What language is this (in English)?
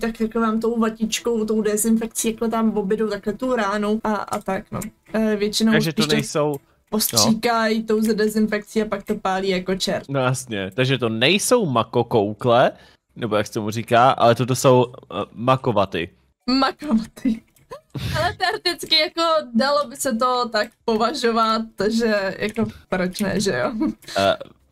Czech